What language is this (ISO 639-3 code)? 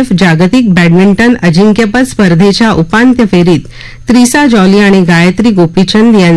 mar